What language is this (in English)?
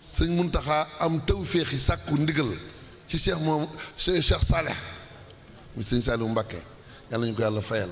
Wolof